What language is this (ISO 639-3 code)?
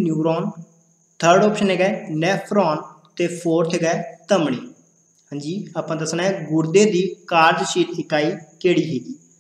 pan